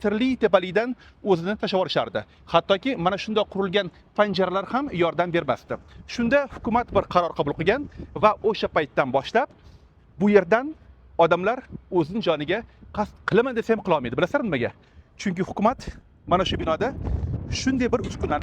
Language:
Uzbek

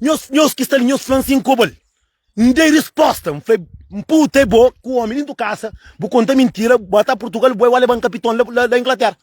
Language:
Kabuverdianu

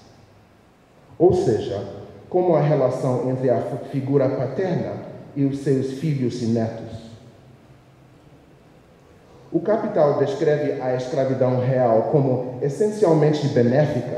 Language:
Portuguese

